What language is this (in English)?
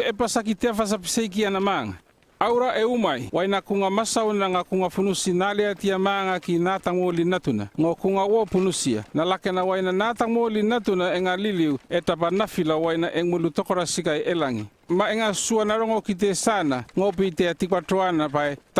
North Efate